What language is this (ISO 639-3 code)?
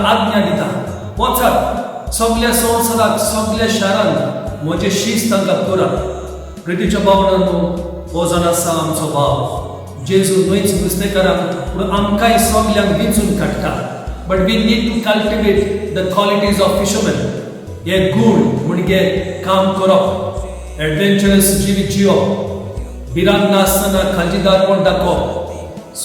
kok